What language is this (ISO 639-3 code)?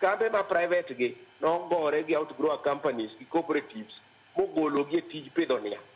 luo